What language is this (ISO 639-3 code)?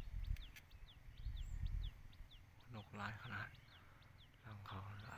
lao